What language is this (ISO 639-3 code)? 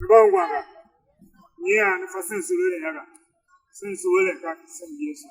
tiv